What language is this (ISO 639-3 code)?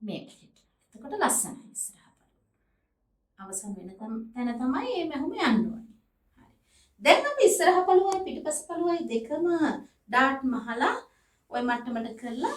sin